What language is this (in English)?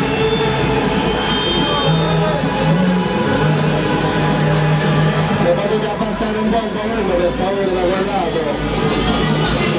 Italian